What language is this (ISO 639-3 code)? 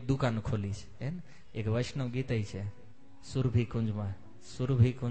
guj